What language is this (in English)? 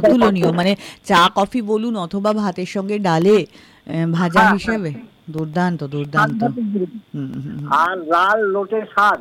Bangla